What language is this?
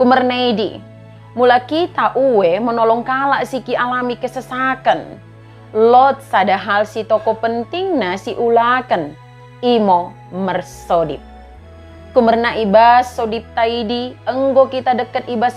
Batak Dairi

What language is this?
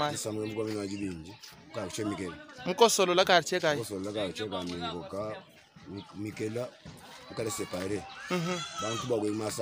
Luba-Lulua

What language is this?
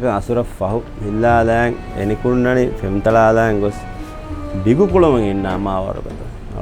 Divehi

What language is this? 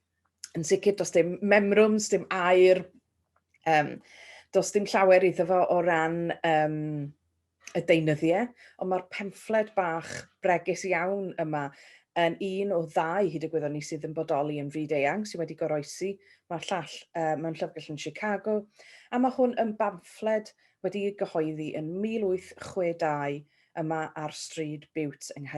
Welsh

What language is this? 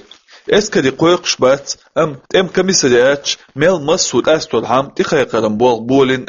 Chechen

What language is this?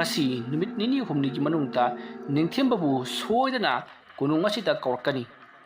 Manipuri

